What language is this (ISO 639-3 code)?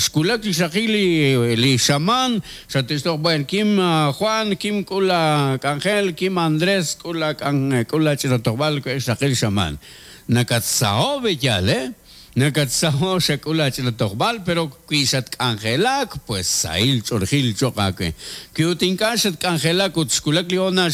kek